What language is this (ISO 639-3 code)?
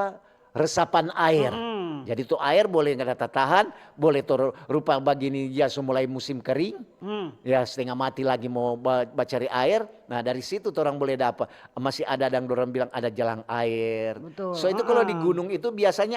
xmm